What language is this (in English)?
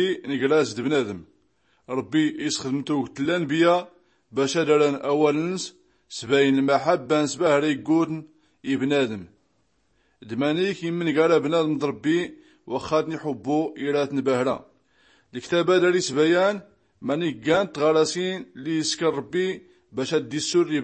Tachelhit